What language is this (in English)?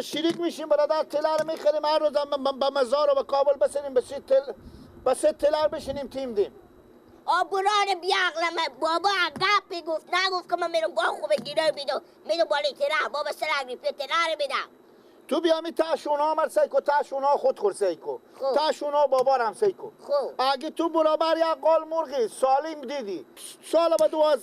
Persian